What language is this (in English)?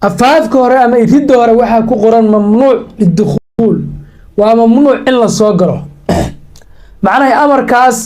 Somali